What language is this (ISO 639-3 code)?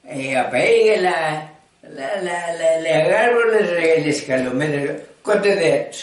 oci